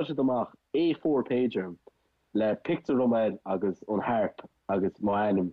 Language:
Irish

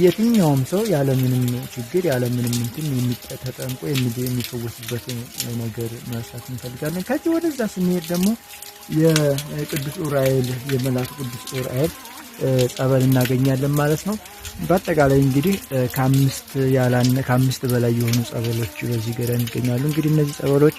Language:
Amharic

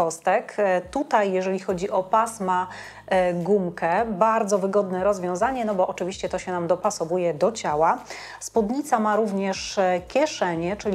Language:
Polish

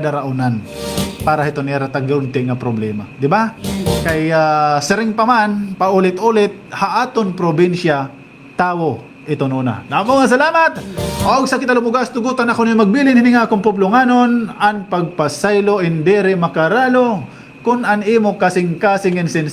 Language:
Waray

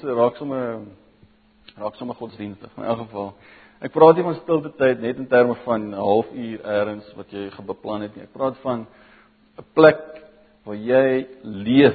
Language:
Afrikaans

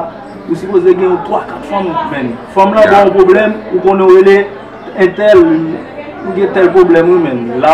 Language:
Haitian Creole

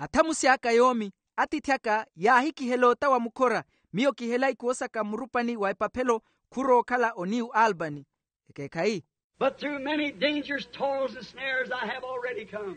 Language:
Makhuwa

